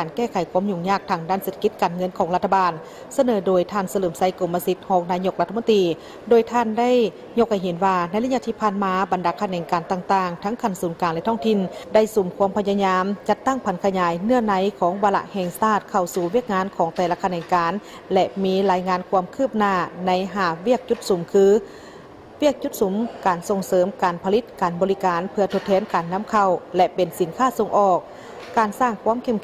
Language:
Lao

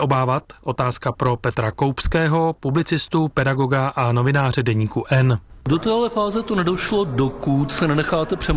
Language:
Czech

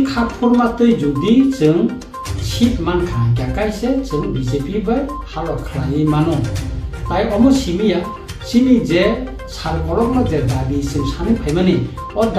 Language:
Kok Borok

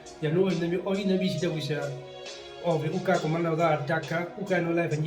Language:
Herero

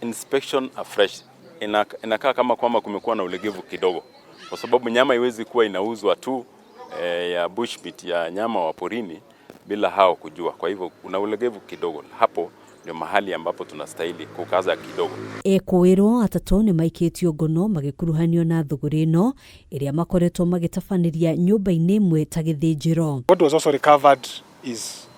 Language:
Kikuyu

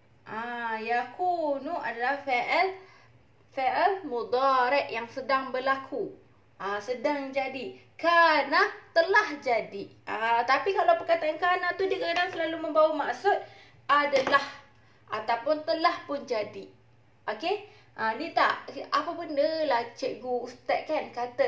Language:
Malay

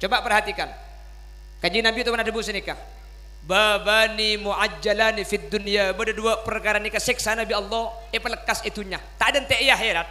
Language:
Madurese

